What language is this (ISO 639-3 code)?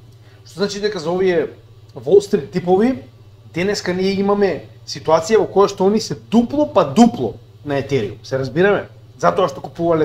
mkd